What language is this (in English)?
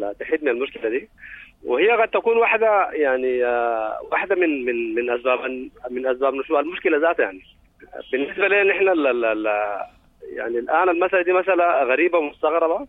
Sudanese Arabic